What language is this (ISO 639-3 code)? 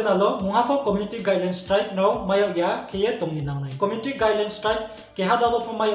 ria